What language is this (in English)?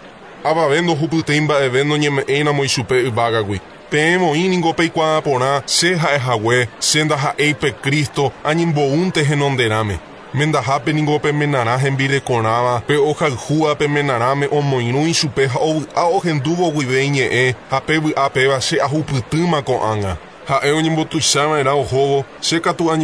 Guarani